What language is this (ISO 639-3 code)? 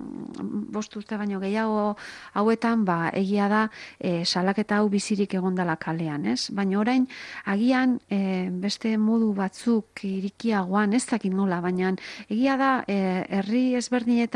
eus